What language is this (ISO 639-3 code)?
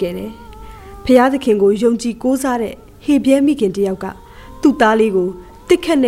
mya